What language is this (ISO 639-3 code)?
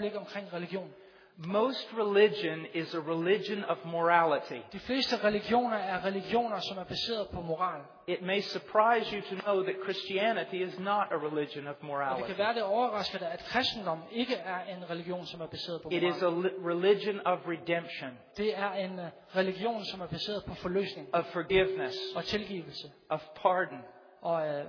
dan